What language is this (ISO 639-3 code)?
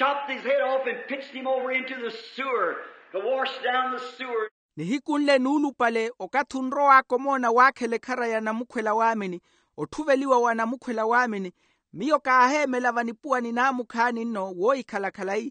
vmw